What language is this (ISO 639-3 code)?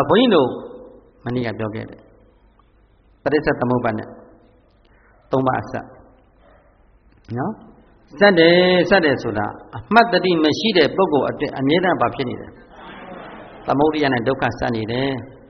mya